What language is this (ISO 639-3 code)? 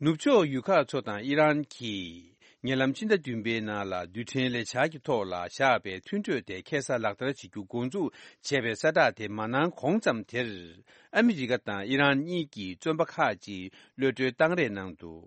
bod